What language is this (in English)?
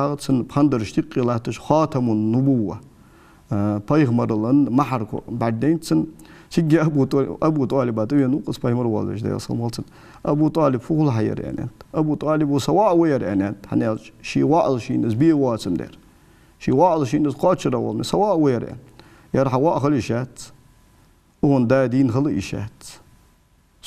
Ingush